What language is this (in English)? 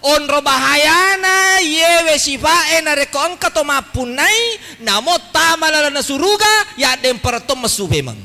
Buginese